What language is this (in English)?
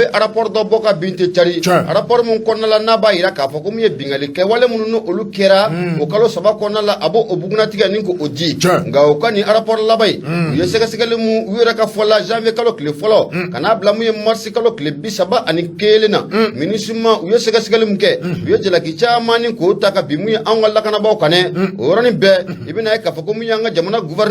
Bambara